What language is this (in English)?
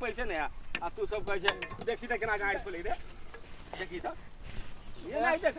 Maithili